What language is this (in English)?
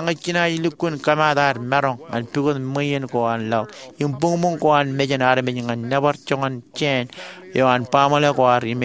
Marshallese